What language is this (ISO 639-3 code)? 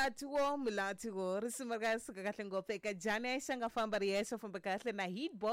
tso